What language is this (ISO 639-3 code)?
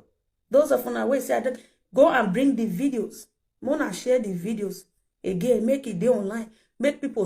pcm